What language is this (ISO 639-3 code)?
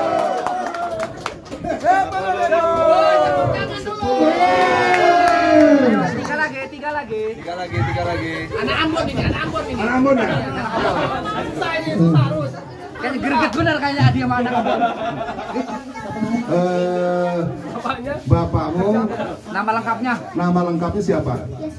ind